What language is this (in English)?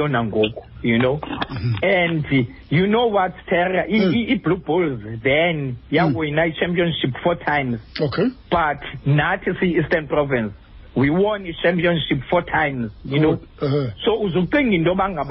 Xhosa